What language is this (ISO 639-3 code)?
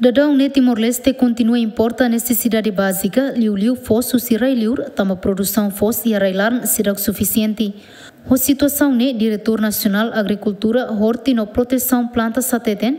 tet